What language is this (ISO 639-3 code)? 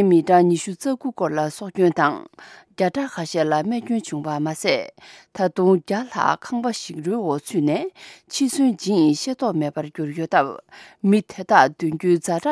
bod